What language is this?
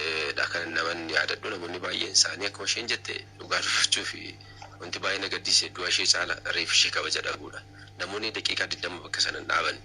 Oromo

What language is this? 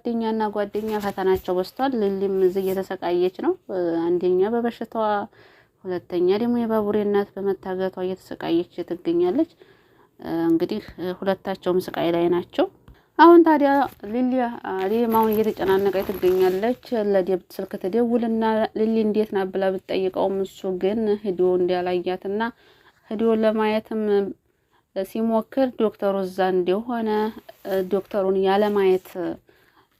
Amharic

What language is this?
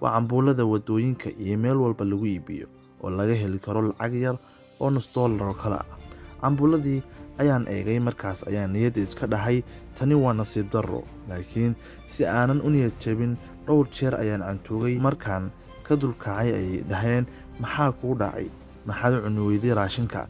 Somali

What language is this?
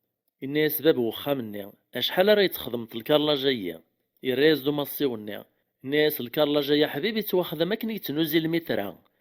Kabyle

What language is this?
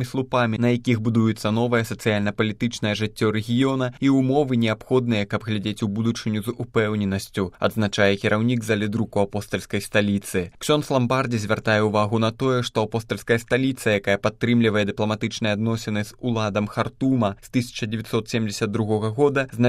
Belarusian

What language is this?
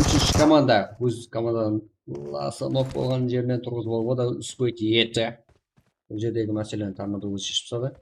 Kara-Kalpak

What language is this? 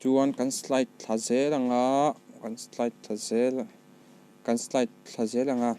Mizo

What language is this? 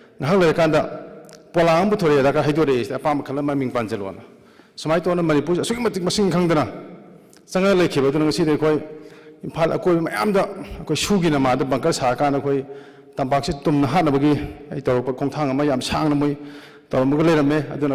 Manipuri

